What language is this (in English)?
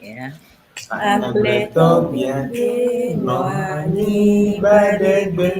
Ewe